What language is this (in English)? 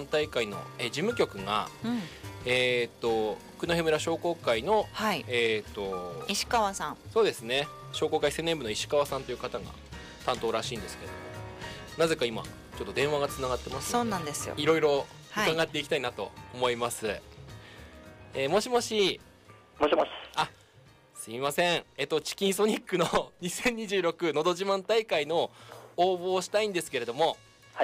Japanese